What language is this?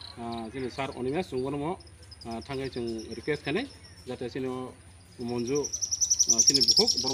Kok Borok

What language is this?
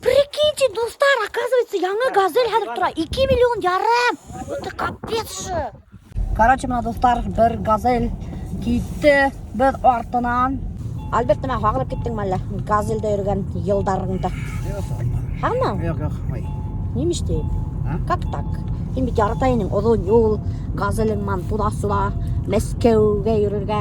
Bashkir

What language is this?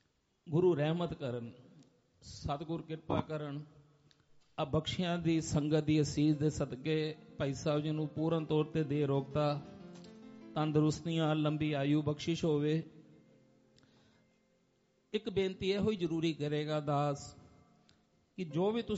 Punjabi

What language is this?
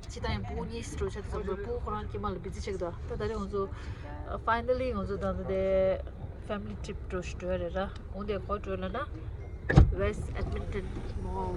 Tibetan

